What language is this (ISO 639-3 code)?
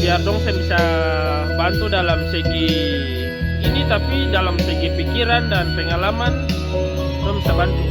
abs